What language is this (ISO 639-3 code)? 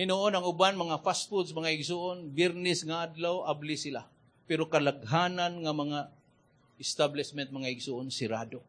ceb